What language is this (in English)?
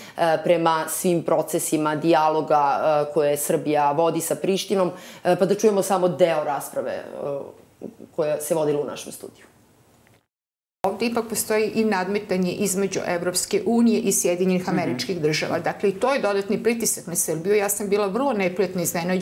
Serbian